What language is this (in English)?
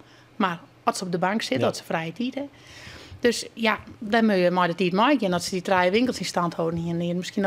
Western Frisian